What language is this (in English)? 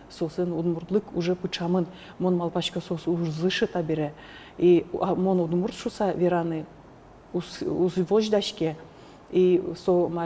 Udmurt